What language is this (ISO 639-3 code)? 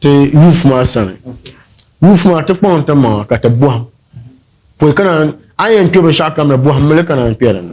dag